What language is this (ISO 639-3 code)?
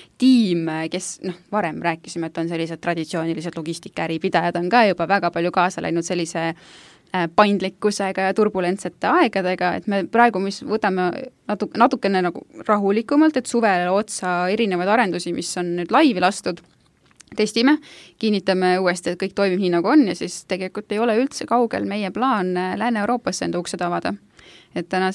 est